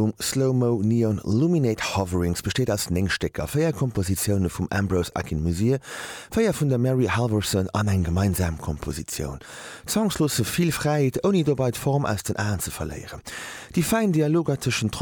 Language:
Luxembourgish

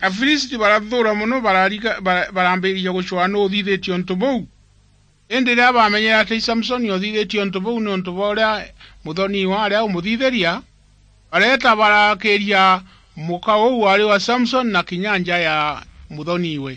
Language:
Meru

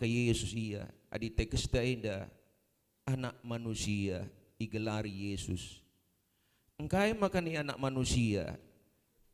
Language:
Batak Karo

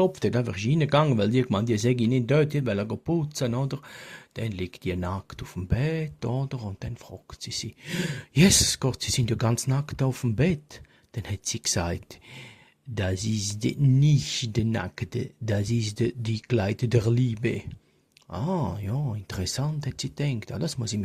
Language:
Swiss German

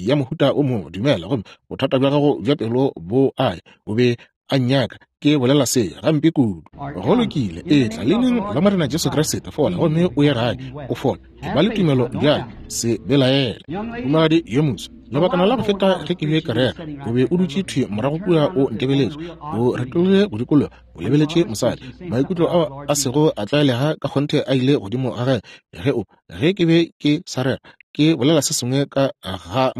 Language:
Northern Sotho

